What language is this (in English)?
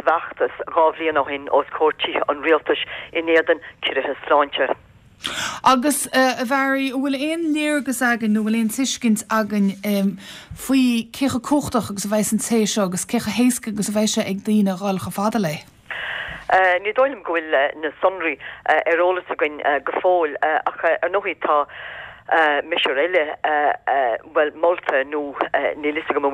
Irish